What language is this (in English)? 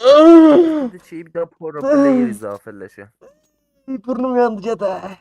South Azerbaijani